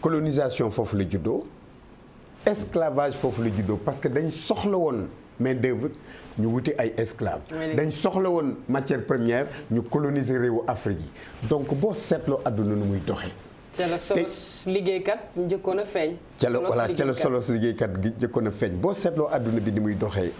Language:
Wolof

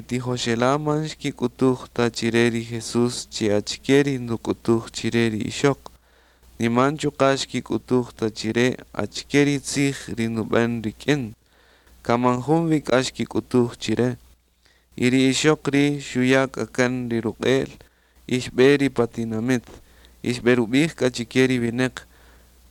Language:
Kaqchikel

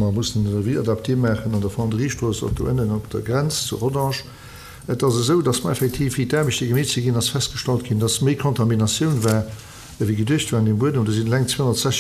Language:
Luxembourgish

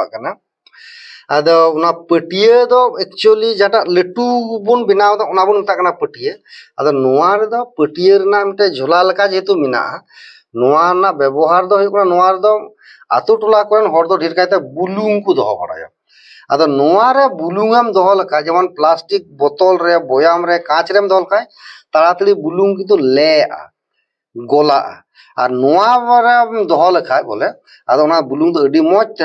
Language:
Santali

